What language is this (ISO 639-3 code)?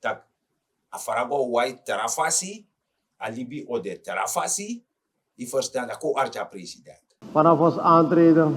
srn